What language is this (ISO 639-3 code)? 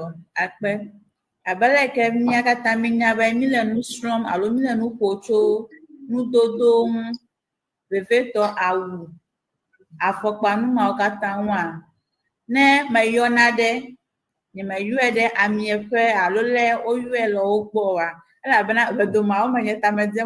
ewe